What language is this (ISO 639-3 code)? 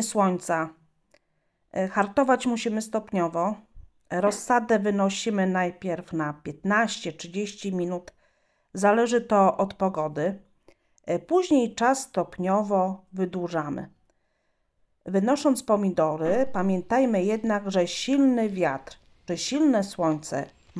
pol